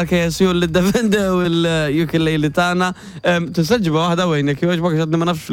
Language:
Maltese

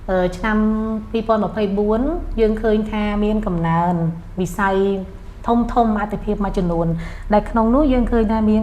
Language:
Khmer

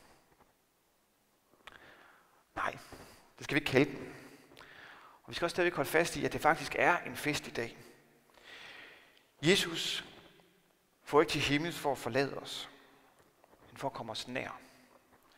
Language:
Danish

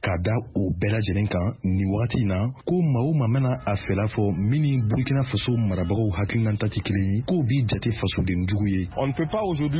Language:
Bambara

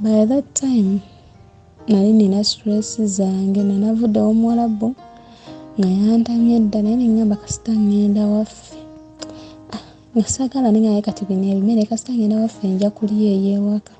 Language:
Ganda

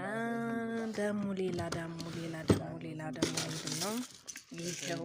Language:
Amharic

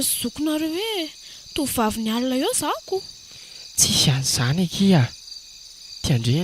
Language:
Malagasy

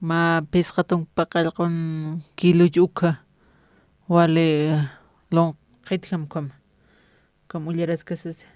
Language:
Aymara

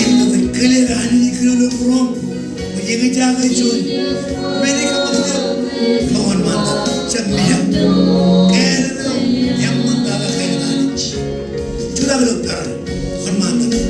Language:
Marshallese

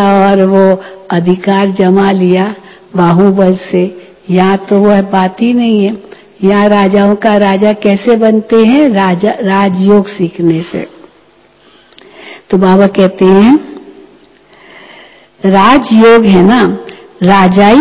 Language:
Hindi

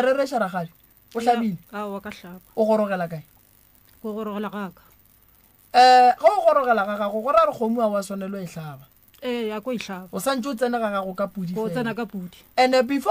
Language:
Northern Sotho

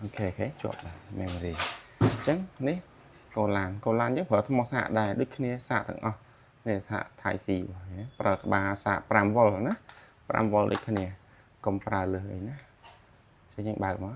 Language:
Khmer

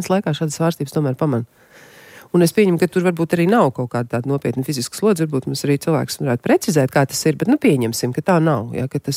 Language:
Latvian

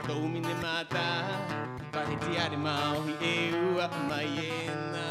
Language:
Rapanui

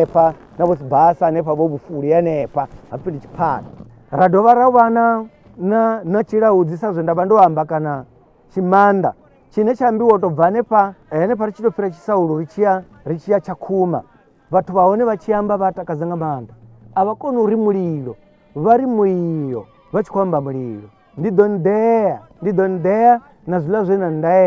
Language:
Venda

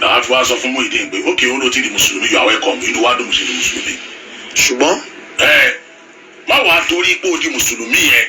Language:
Yoruba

